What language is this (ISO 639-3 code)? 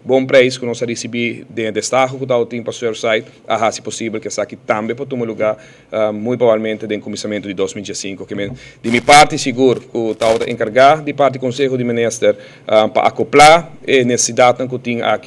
pap